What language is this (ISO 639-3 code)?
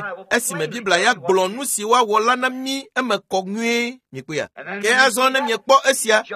ewe